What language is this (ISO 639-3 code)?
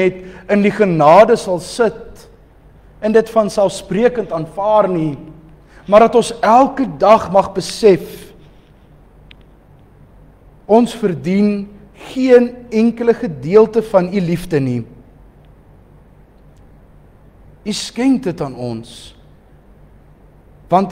afr